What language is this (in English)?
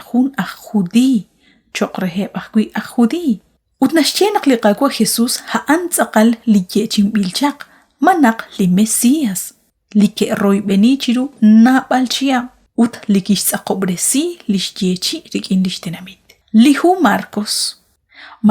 Kekchí